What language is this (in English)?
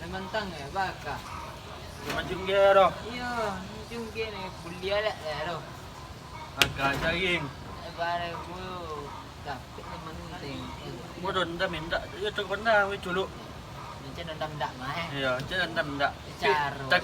Minangkabau